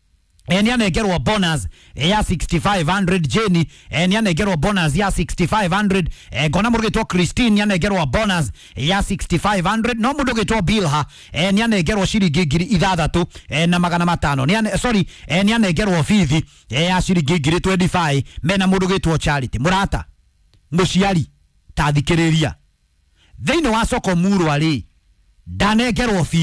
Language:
Kikuyu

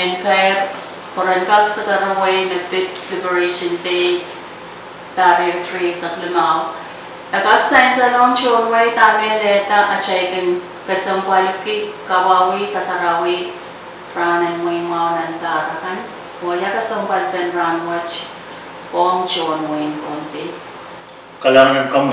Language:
Pohnpeian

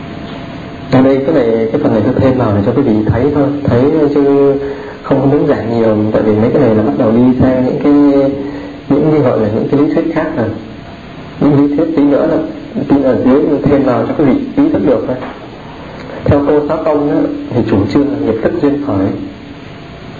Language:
Vietnamese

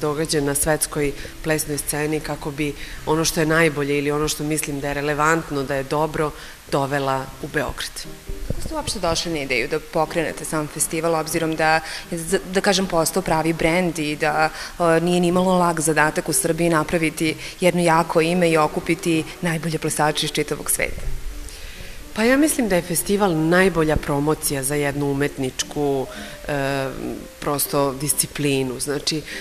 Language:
Serbian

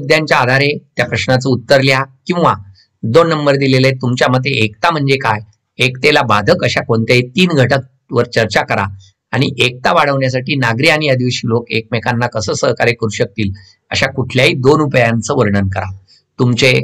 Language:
Marathi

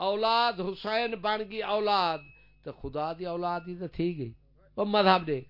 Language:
Saraiki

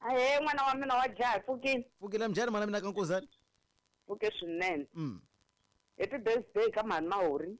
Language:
Tsonga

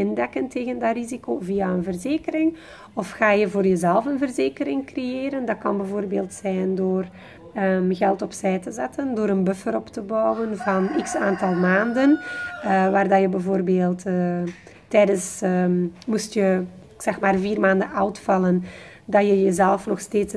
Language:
Dutch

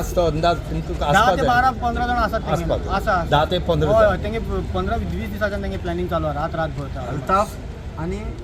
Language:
Konkani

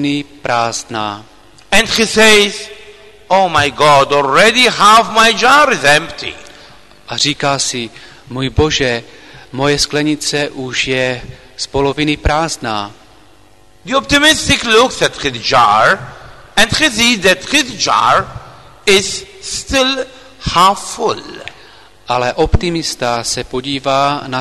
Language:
Czech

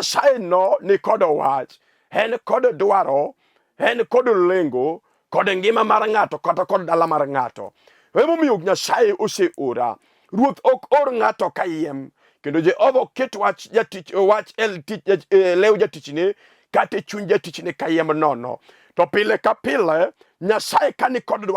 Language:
Luo (Kenya and Tanzania)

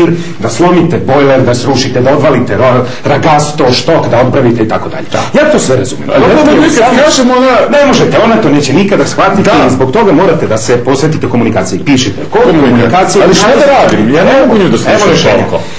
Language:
Serbian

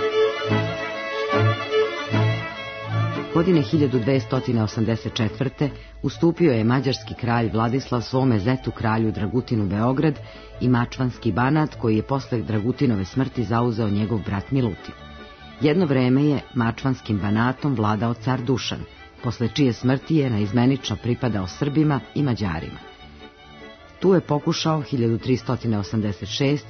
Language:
Serbian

